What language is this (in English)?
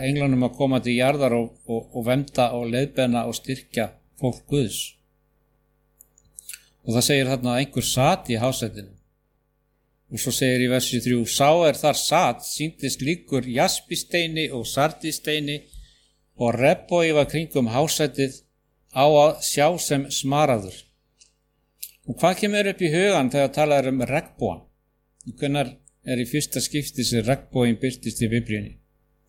Icelandic